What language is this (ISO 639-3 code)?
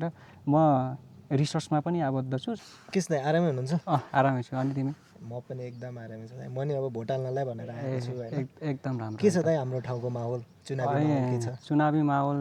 nep